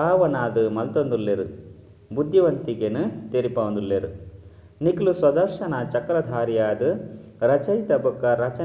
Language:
Tulu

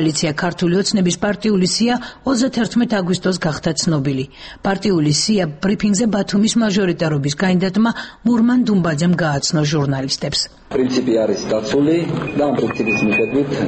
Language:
Georgian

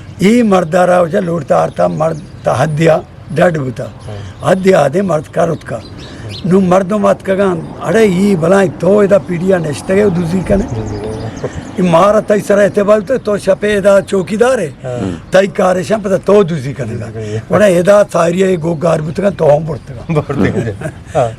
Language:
Eastern Balochi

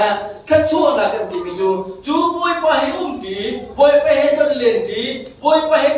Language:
Hakha Chin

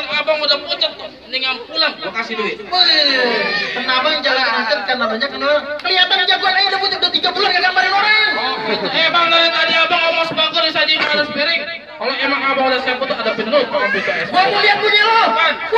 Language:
Betawi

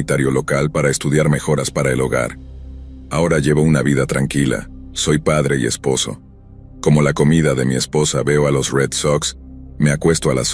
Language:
Spanish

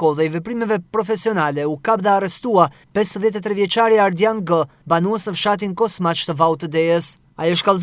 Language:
Albanian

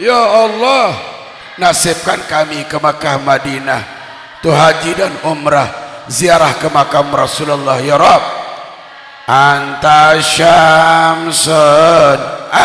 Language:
Sasak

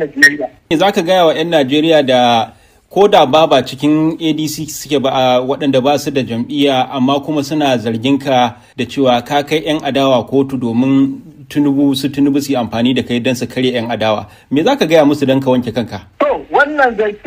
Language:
Hausa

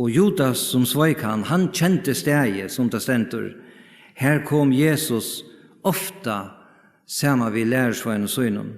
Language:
Faroese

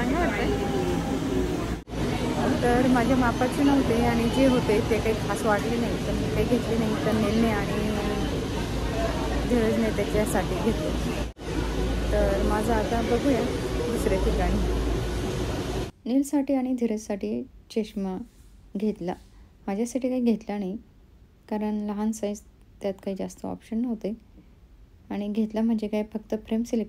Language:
Marathi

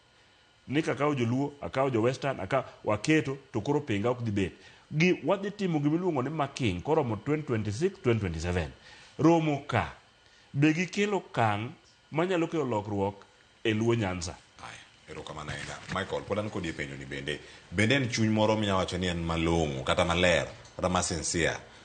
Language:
Luo (Kenya and Tanzania)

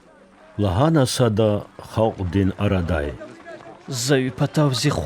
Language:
Lezghian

